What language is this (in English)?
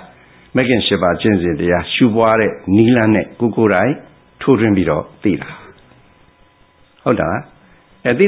Burmese